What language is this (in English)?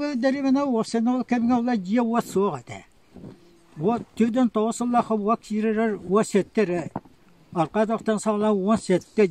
Yakut